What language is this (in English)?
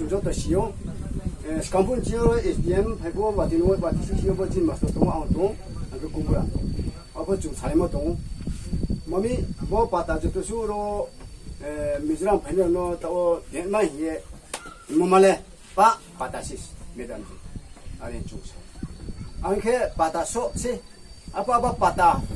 Riang (India)